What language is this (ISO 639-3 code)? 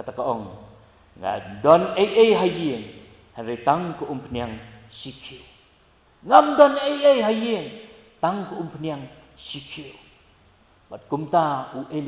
kha